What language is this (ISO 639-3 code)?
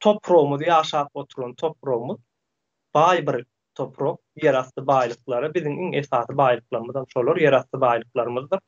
tuk